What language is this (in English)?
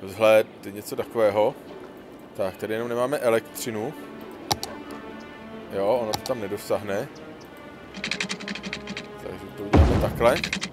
Czech